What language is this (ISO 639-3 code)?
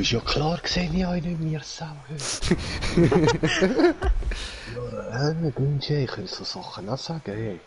gsw